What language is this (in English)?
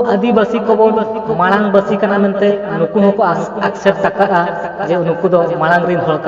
Santali